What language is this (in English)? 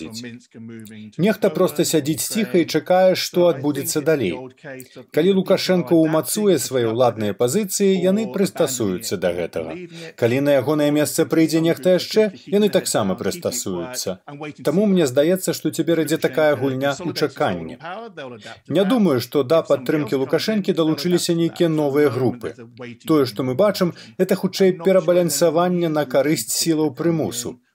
Belarusian